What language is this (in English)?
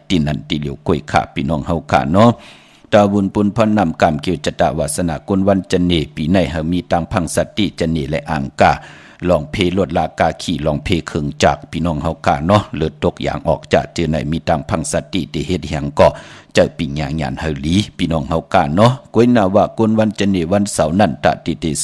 Shan